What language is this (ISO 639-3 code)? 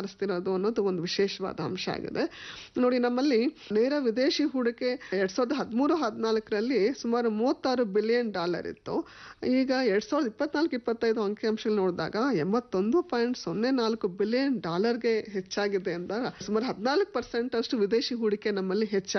kan